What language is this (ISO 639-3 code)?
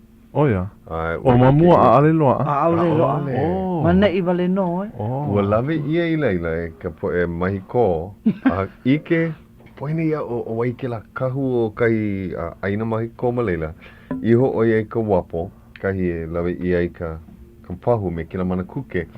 haw